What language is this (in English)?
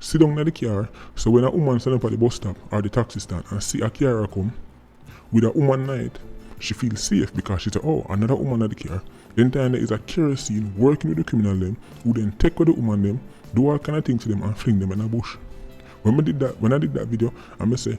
Jamaican Creole English